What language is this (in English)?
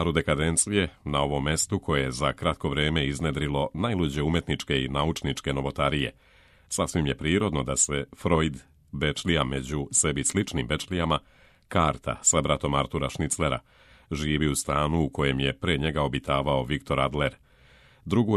Serbian